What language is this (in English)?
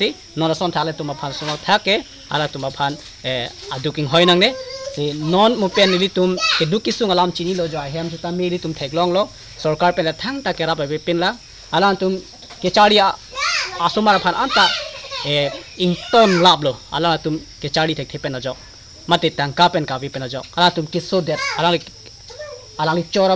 Karbi